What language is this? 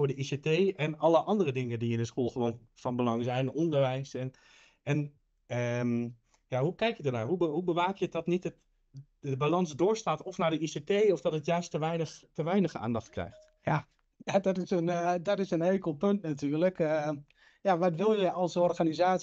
Dutch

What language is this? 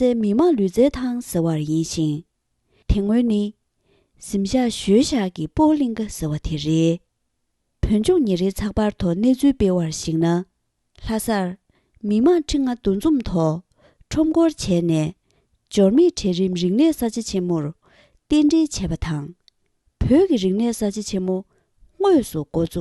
Tibetan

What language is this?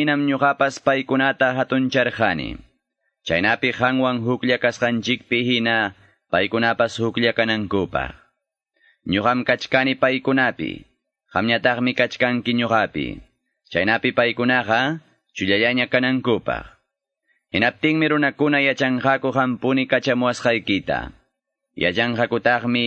Quechua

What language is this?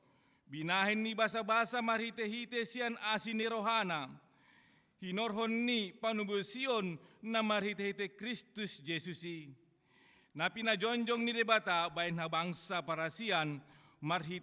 Batak Toba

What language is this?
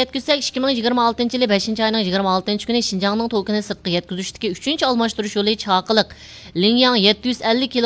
Uyghur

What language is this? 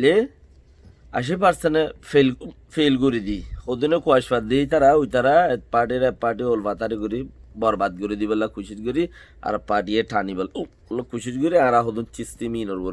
Rohingya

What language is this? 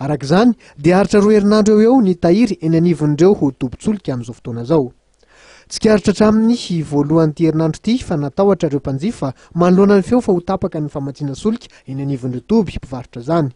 Malagasy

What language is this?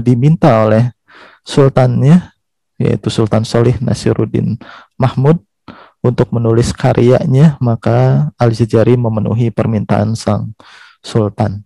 Indonesian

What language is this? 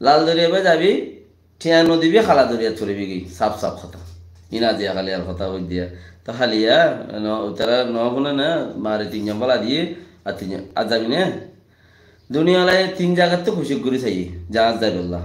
Rohingya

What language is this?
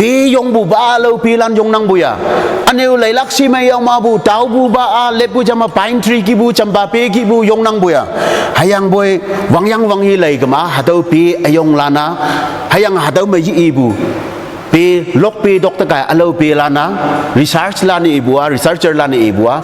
Konyak Naga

